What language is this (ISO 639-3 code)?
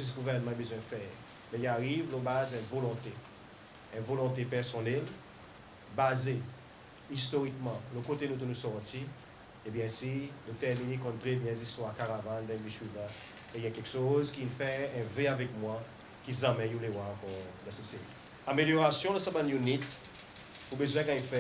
crs